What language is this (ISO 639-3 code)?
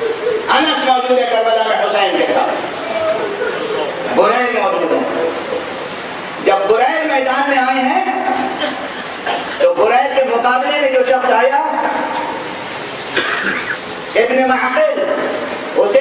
urd